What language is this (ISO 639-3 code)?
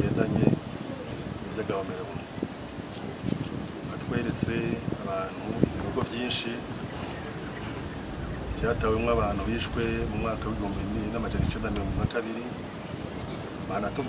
run